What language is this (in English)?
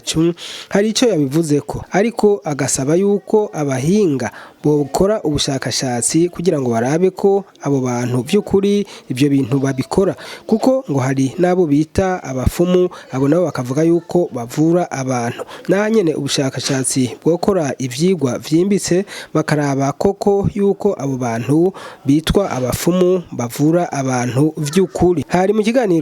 Rundi